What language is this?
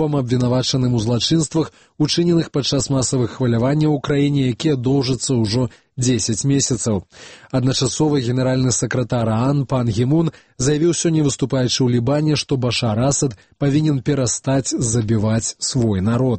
Belarusian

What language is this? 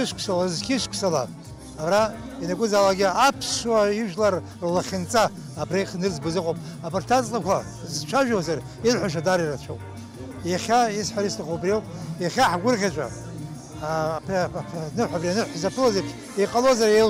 Abkhazian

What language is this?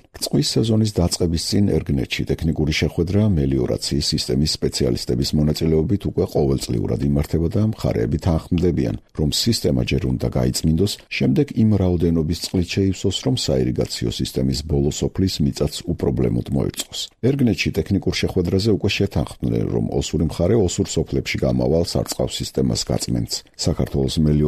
Georgian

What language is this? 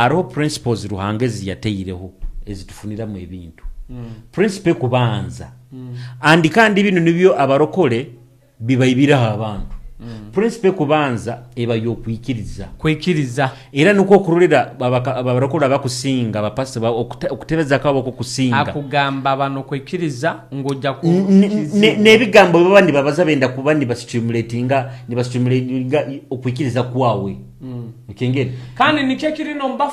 Nyoro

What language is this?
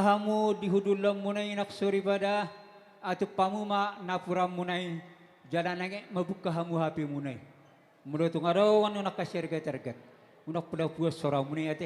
Batak Toba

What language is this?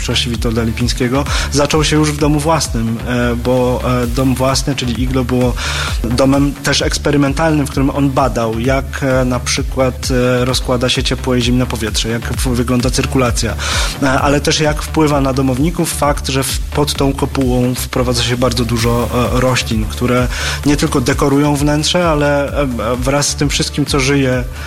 Polish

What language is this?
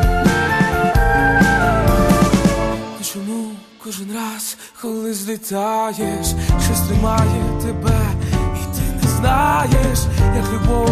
Ukrainian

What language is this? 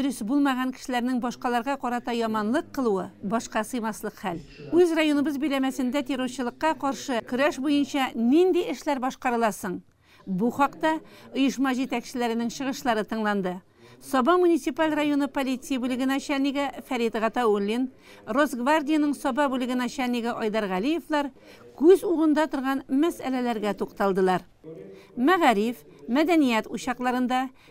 Tatar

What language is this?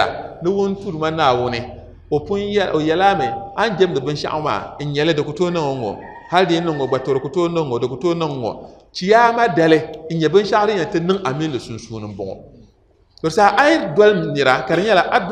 Dagbani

